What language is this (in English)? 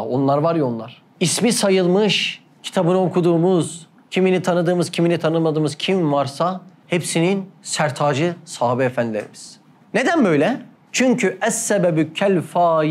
Turkish